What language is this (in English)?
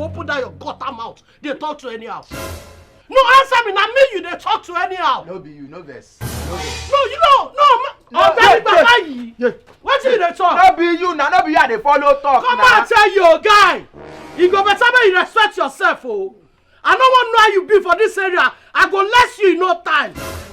Nigerian Pidgin